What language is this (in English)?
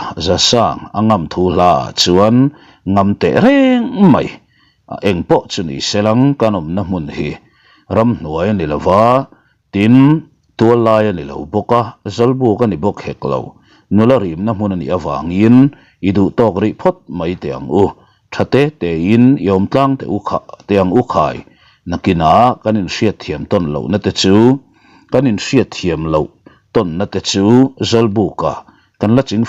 Mizo